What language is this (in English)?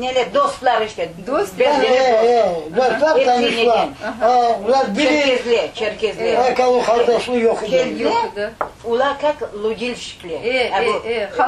Crimean Tatar